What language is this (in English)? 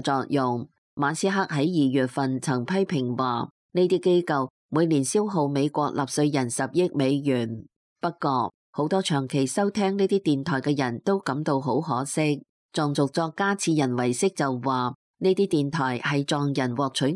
Cantonese